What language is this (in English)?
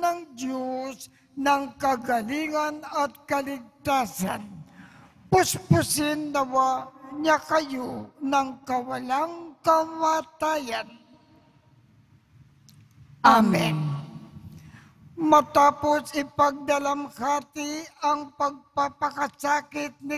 Filipino